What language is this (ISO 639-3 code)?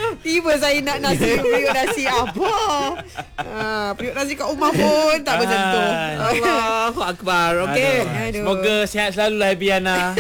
msa